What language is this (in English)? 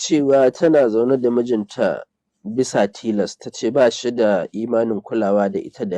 Hausa